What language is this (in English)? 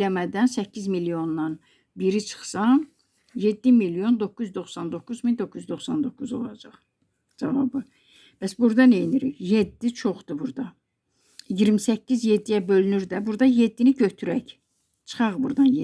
Azerbaijani